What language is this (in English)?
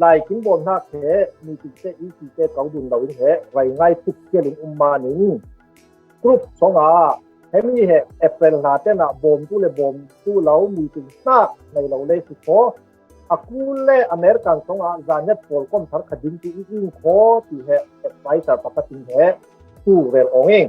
Falam Chin